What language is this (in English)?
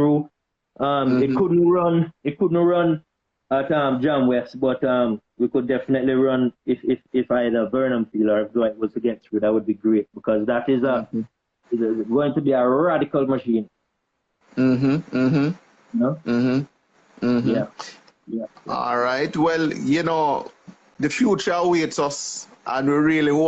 Jamaican Creole English